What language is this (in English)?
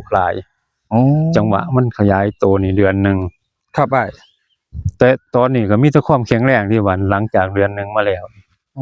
Northeastern Thai